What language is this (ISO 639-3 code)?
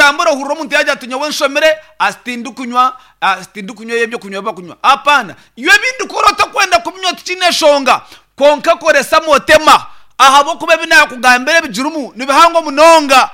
nyn